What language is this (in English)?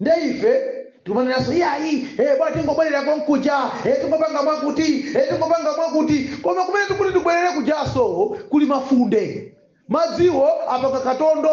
Nyanja